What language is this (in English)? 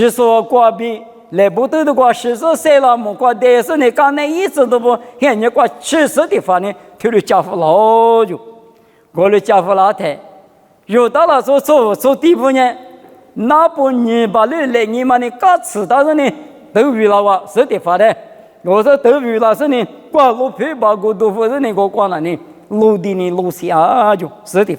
Lisu